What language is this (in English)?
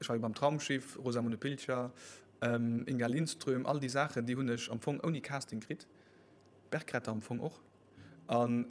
Luxembourgish